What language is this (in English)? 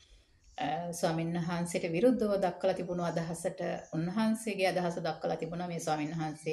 Sinhala